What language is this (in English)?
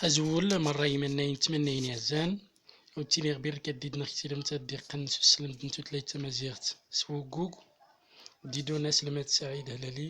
Central Atlas Tamazight